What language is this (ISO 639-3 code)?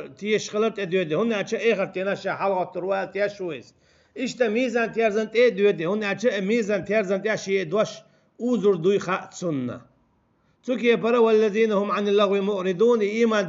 che